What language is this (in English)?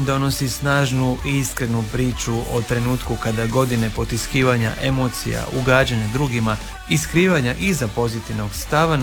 Croatian